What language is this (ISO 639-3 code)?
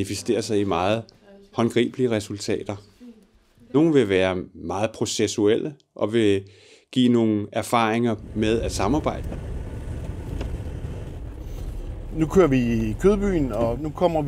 dan